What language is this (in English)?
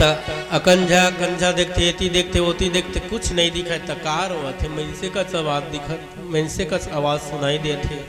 Chhattisgarhi